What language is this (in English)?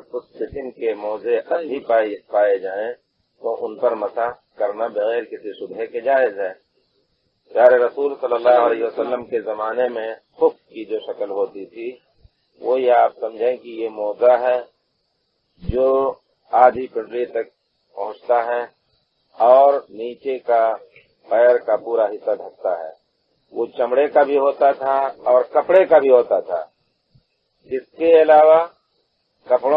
Urdu